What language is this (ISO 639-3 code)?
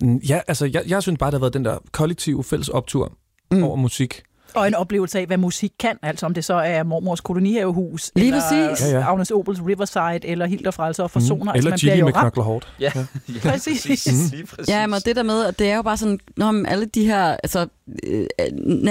dan